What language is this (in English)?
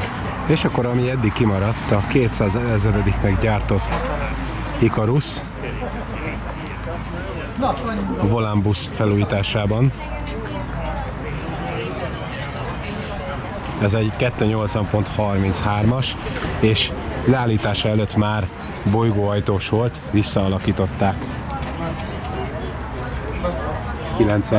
Hungarian